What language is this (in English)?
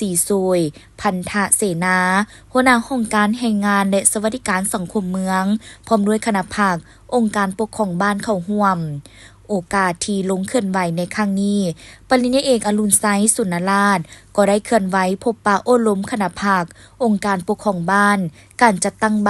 Lao